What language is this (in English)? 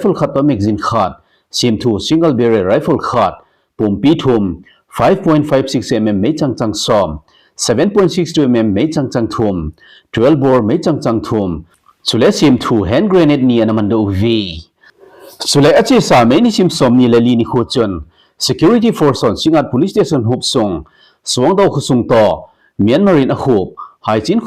Thado Chin